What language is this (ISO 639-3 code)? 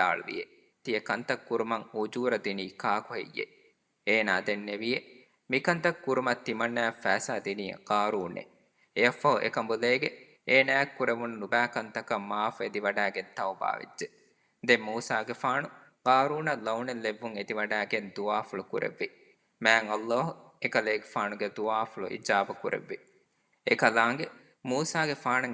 div